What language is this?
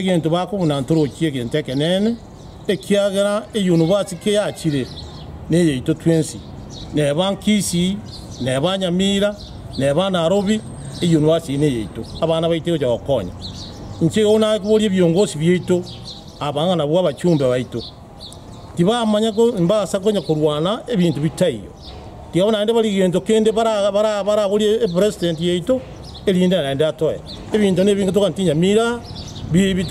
Gusii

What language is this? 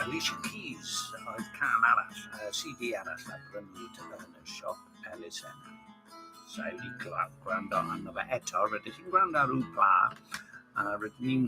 Welsh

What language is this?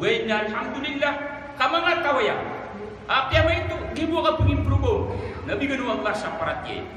Maranao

